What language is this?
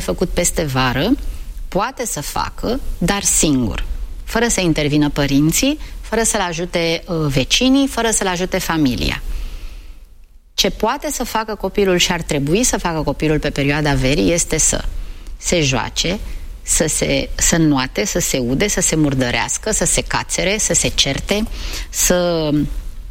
Romanian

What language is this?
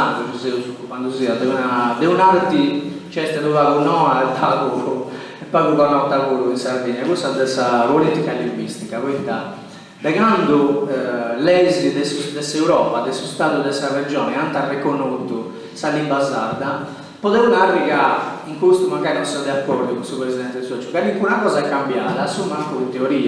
Sardinian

